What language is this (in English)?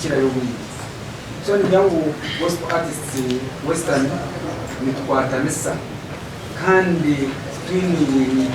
Nyankole